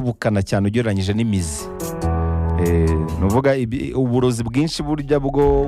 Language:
Kinyarwanda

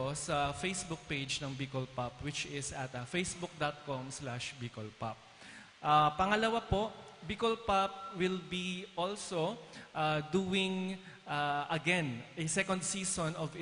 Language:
Bikol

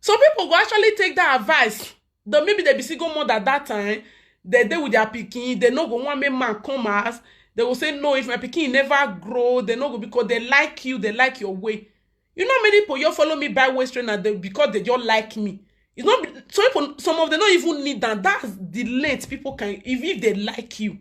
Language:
Nigerian Pidgin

